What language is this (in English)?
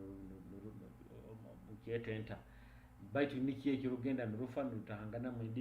Nyoro